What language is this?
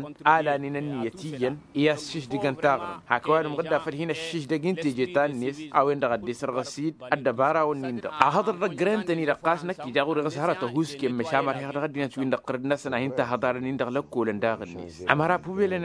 Tamasheq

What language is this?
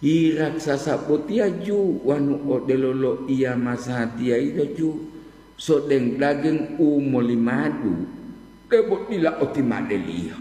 Gorontalo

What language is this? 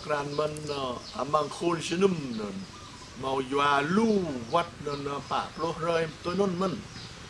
Jarai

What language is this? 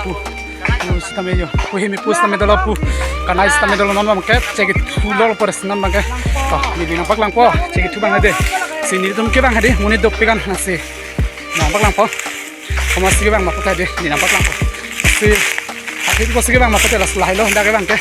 Karbi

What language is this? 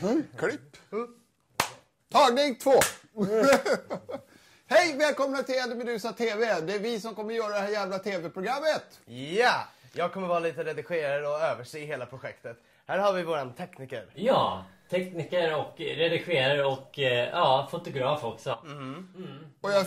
Swedish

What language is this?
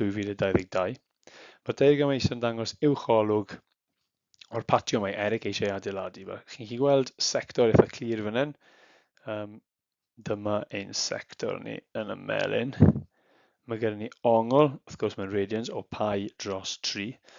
Welsh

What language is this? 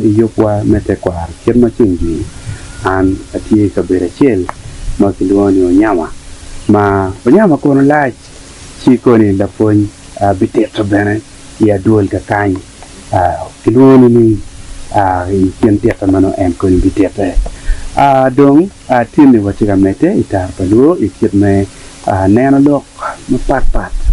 Acoli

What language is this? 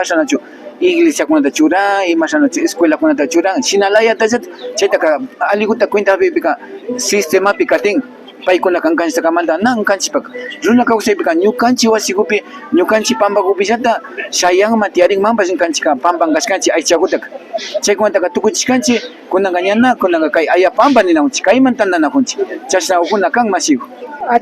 Imbabura Highland Quichua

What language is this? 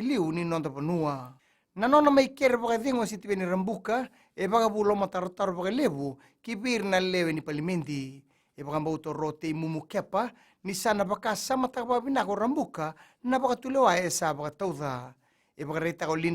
Fijian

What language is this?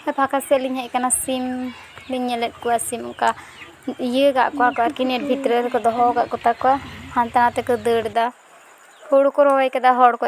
Santali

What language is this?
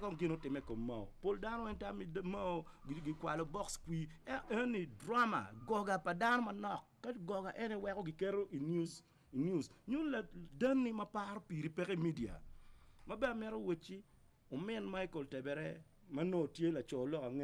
Acoli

